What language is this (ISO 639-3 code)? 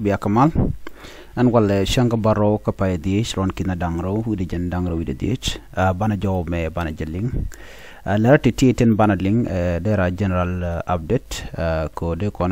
nus